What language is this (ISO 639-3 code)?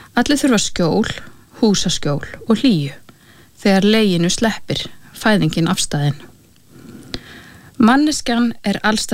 isl